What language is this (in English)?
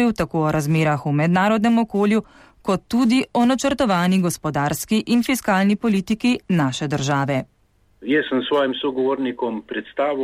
Slovenian